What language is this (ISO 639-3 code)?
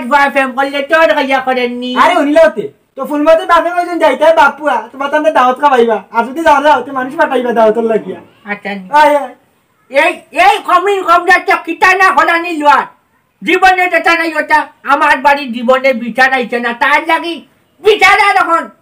syl